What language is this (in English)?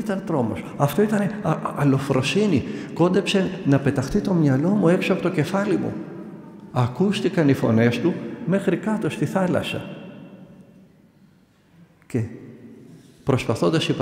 Greek